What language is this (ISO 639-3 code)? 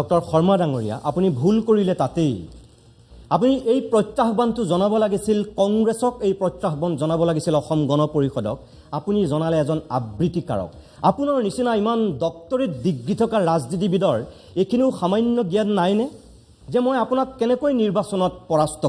asm